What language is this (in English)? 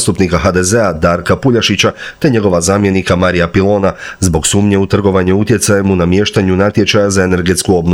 Croatian